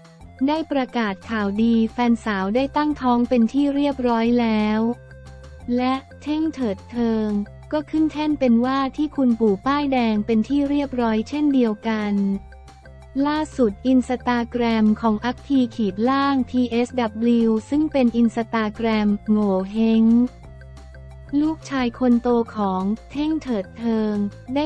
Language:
Thai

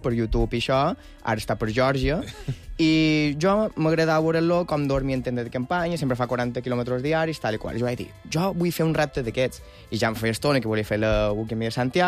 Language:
Catalan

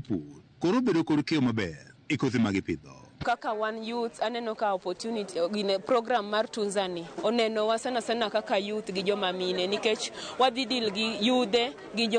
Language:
Luo (Kenya and Tanzania)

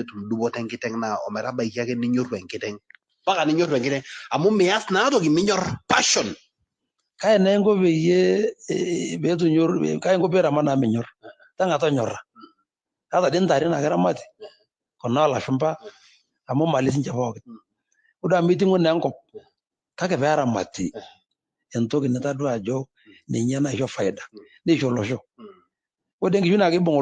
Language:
Masai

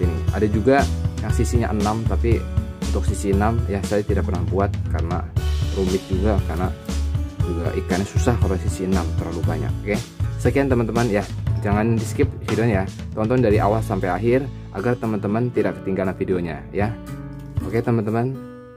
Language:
Indonesian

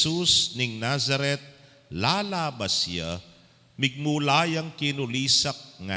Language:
Pampanga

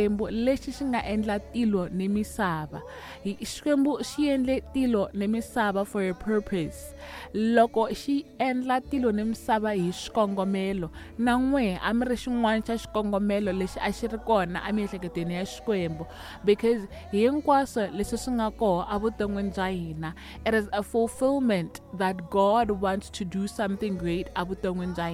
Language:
Tsonga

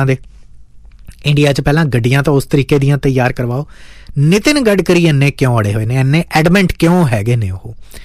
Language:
Punjabi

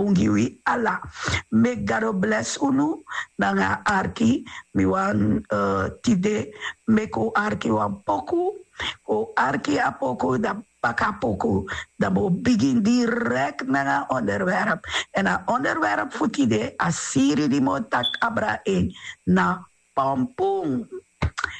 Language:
Sranan Tongo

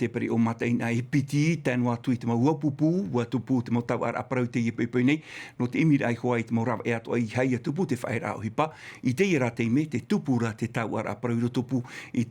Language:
Tahitian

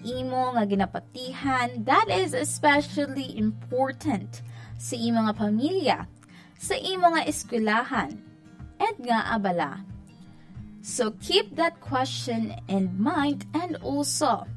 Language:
Hiligaynon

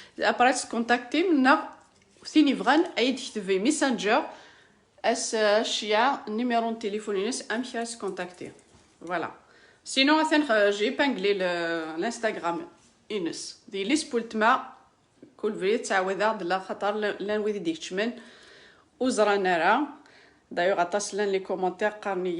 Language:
Kabyle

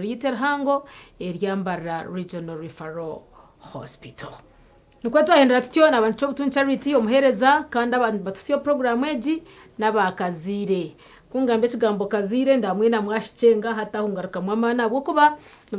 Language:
Nyankole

